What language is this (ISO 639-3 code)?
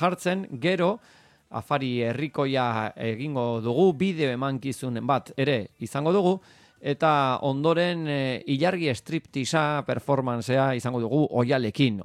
eus